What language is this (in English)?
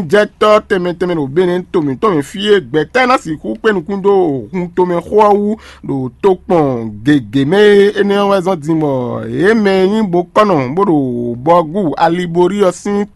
Fon